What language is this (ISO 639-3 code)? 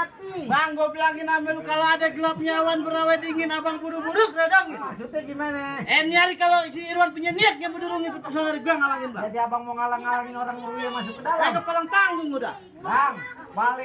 bew